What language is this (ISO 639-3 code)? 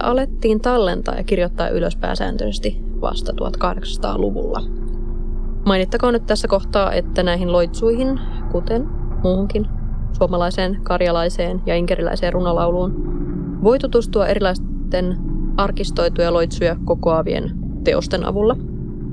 fin